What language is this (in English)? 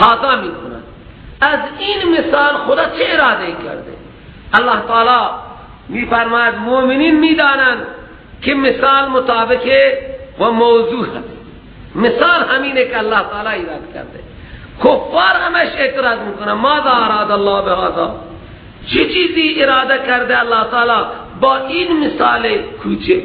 Persian